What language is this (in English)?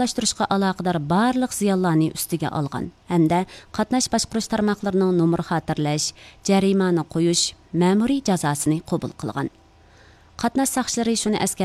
Uyghur